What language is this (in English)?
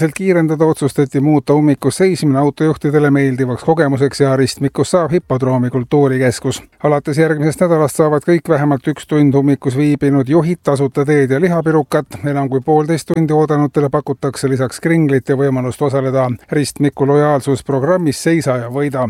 Estonian